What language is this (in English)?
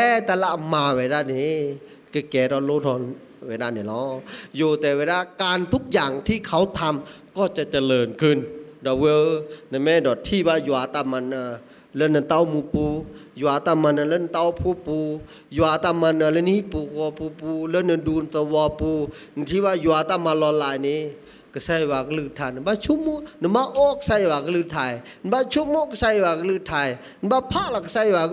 S'gaw Karen